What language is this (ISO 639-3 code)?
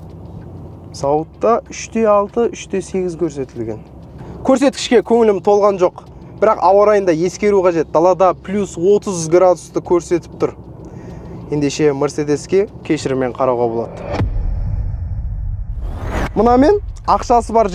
kaz